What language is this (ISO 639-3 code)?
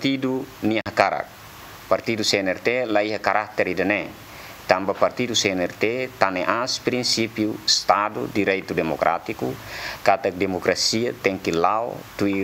tet